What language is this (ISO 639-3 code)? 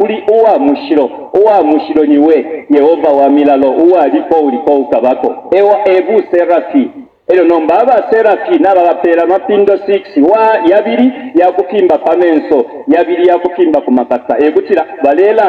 bem